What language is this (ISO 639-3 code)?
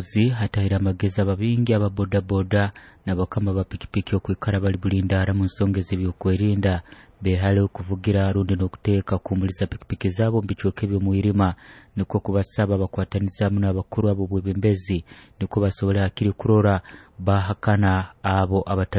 nyo